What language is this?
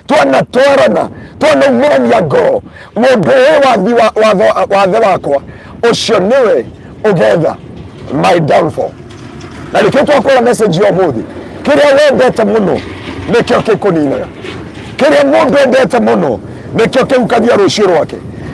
Kikuyu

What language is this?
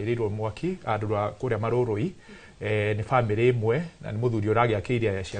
Kikuyu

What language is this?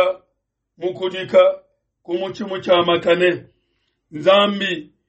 Luba-Lulua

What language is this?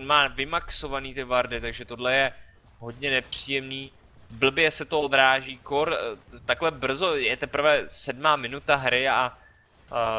Czech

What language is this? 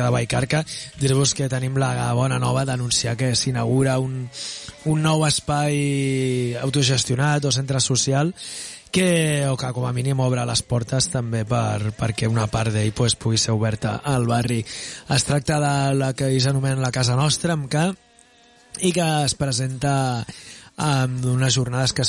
Catalan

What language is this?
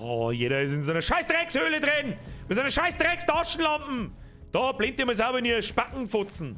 Bavarian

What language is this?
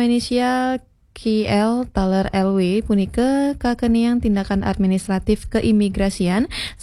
Balinese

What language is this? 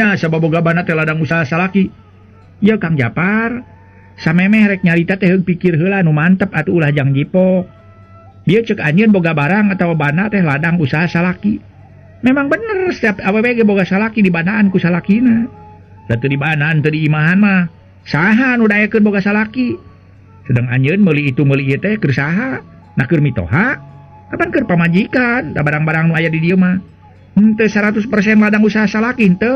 Sundanese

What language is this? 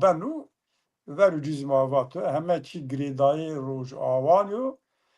Zaza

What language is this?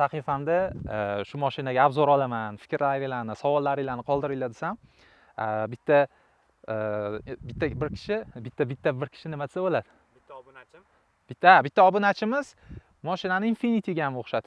Uzbek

